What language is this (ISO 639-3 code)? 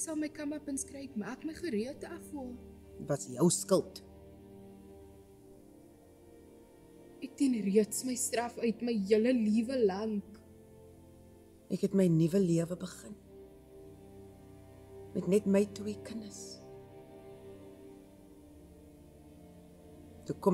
afr